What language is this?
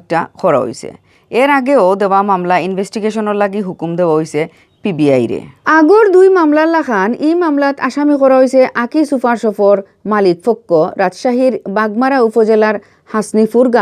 Sylheti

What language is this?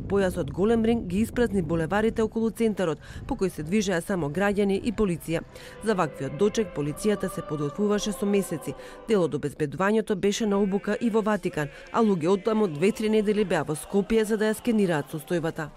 Macedonian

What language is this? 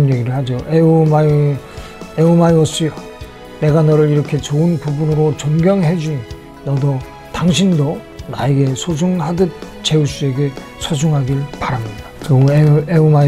Korean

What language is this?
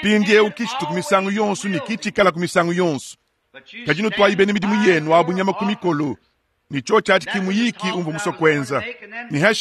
Luba-Lulua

